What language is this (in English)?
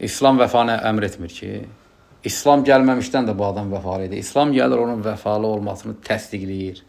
Azerbaijani